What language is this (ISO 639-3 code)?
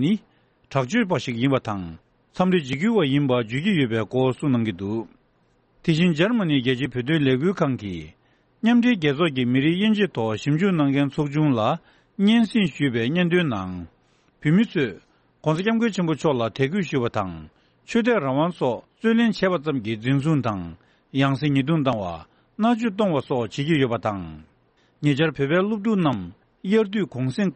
bod